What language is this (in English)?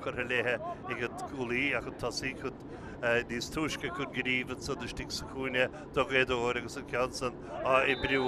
Irish